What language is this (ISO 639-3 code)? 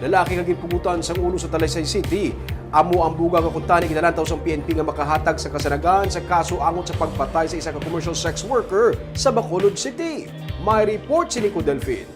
hil